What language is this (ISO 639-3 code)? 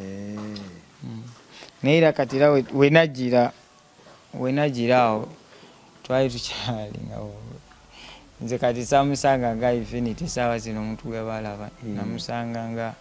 lug